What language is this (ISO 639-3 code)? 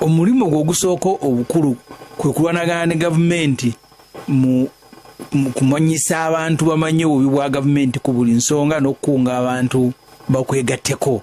lug